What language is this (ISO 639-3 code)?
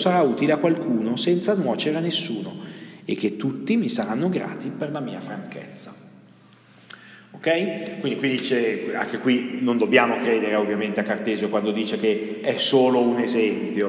ita